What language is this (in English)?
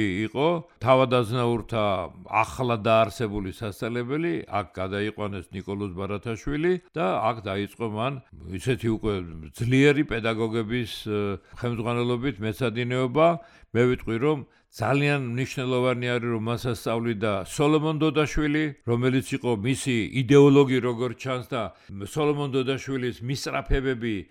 Georgian